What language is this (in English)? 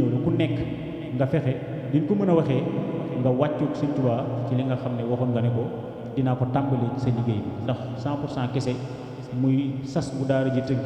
Wolof